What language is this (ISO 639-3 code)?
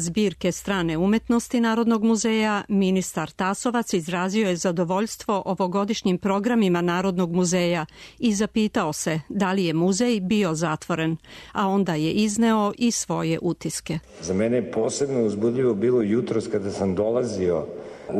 srp